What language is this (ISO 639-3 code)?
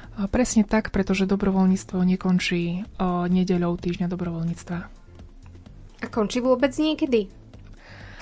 slk